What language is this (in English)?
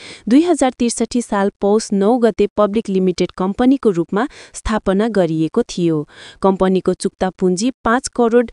Nepali